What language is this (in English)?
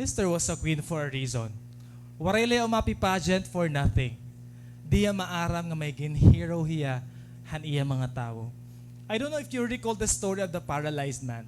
Waray